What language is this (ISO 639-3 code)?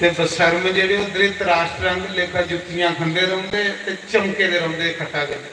doi